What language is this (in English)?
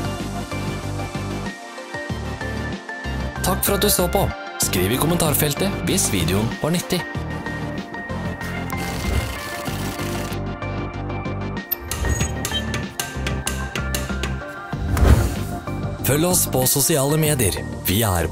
Norwegian